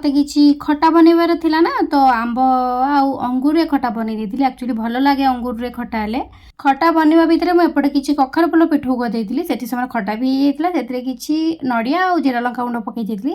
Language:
Odia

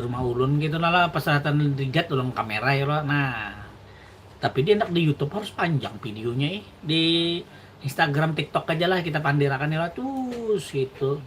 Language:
Banjar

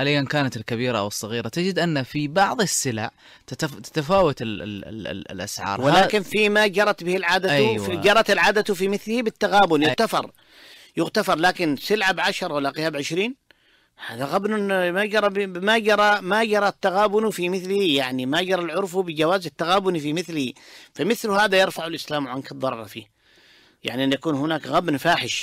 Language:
Najdi Arabic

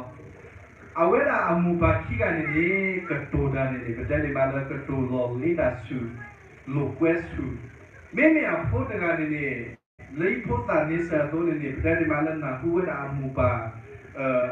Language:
S'gaw Karen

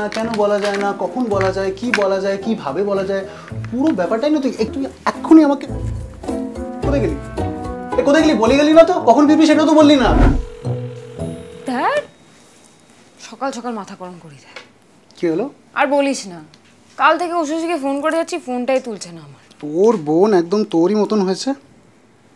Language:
Bangla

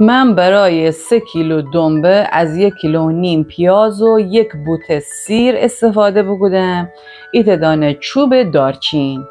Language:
Gilaki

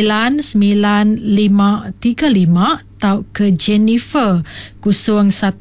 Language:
Iban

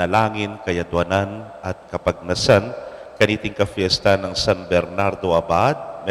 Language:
Pampanga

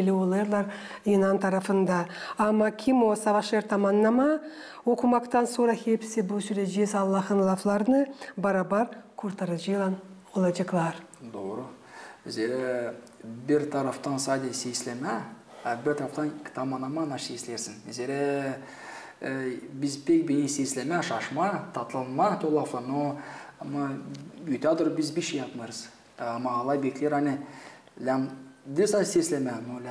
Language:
Gagauz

